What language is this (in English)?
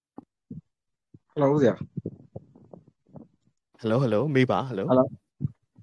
Burmese